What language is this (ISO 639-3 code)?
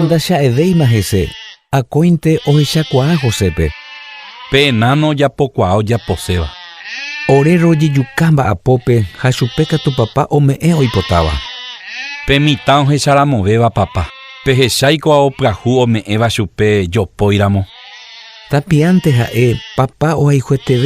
grn